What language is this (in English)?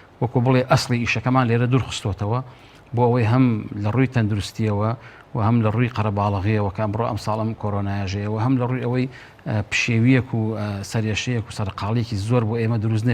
Central Kurdish